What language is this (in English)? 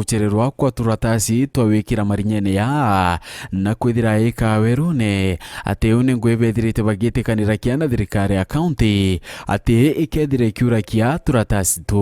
Meru